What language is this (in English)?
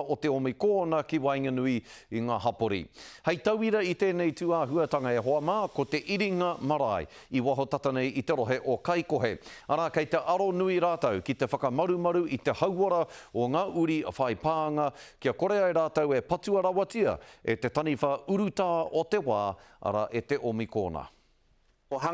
Māori